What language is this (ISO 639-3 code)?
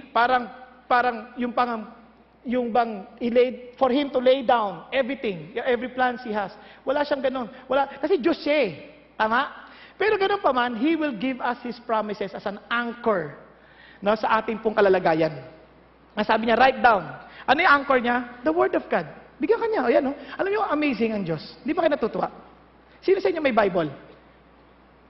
fil